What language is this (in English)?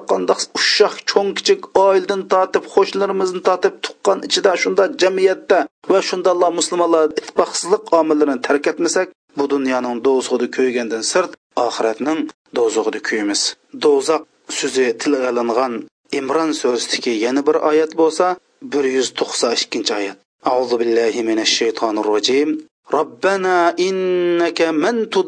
Uyghur